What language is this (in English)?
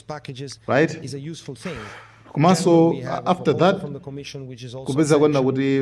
Nyanja